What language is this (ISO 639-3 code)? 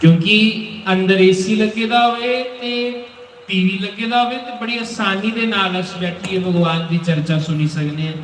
doi